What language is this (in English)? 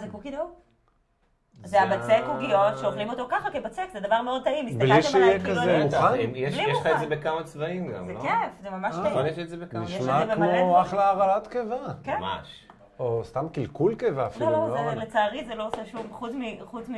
Hebrew